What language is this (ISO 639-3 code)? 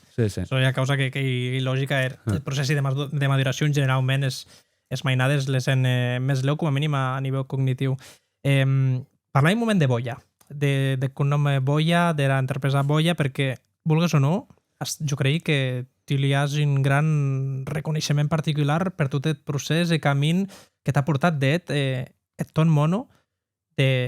oci